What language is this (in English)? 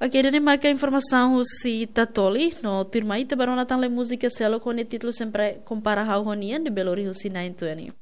Tetum